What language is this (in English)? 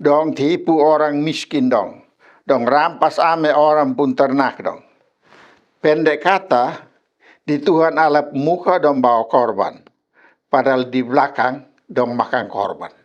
Kupang Malay